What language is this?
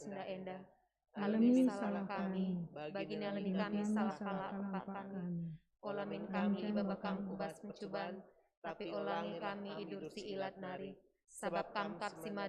Batak Karo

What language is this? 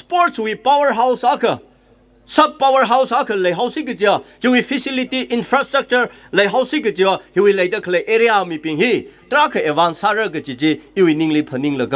Tangkhul Naga (India)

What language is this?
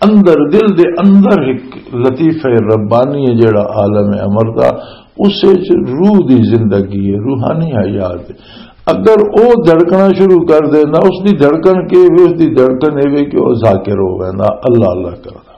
Western Panjabi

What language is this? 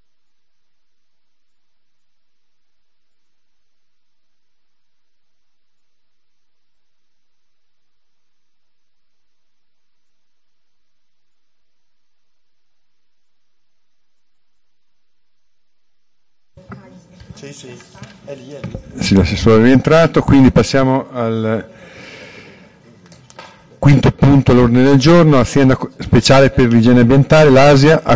Italian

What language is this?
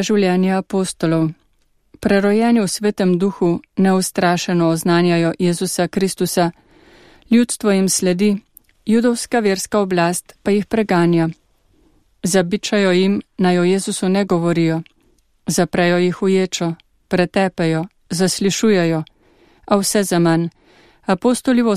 Slovenian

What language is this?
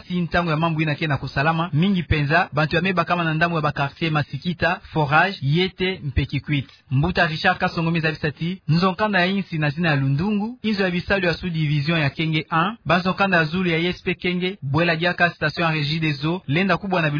Kituba (Democratic Republic of Congo)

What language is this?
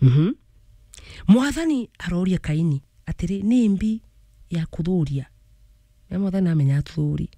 Meru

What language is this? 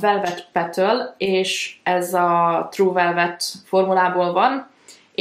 Hungarian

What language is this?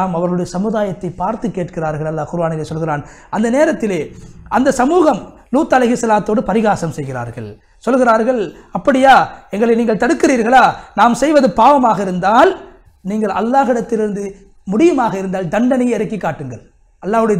Tamil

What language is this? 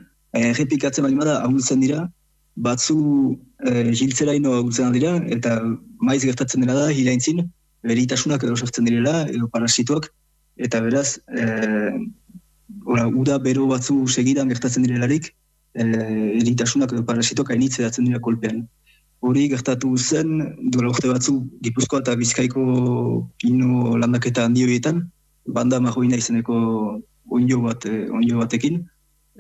Basque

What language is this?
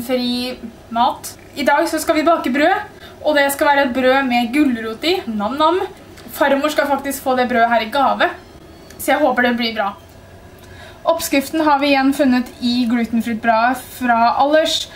Norwegian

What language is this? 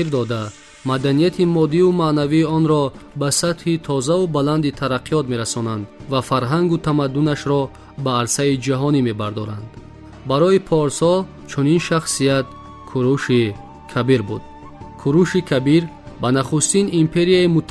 Tajik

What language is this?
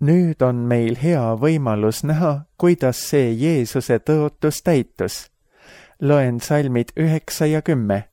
Estonian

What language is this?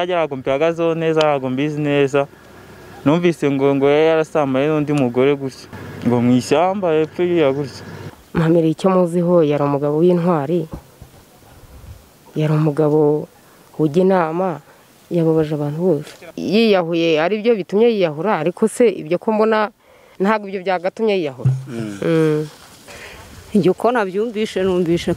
Kinyarwanda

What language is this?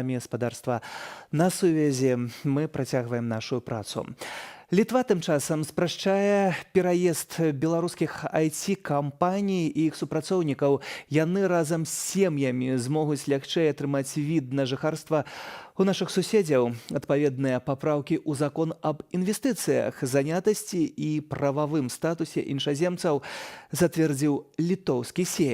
Belarusian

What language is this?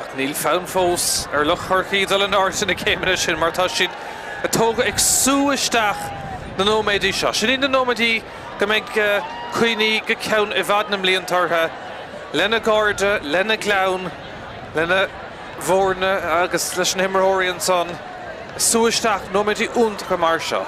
Irish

